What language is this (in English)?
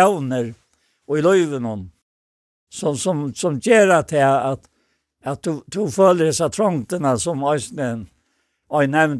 Faroese